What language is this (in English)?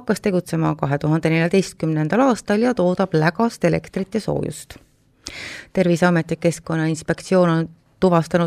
Estonian